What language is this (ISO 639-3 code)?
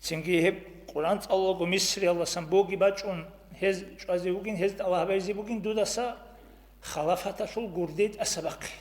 ava